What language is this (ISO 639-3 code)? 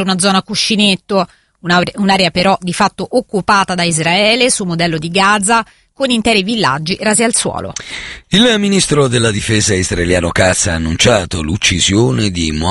ita